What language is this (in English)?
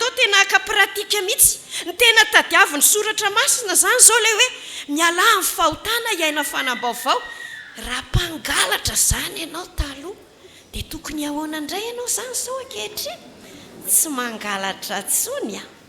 Malagasy